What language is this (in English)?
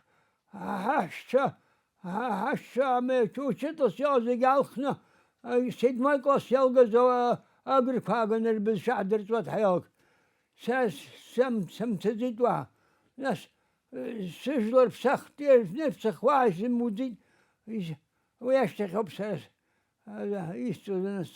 Abkhazian